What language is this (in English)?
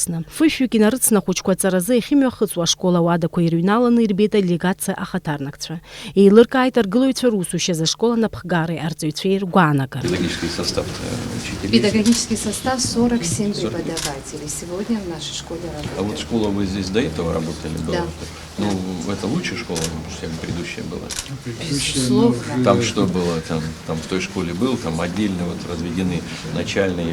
Abkhazian